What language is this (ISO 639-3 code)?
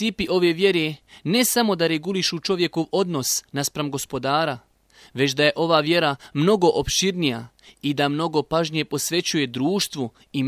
bos